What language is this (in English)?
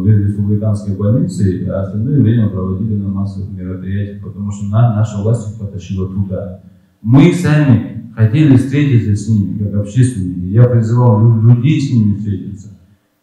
Russian